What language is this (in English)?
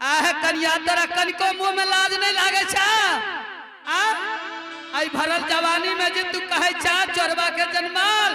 Angika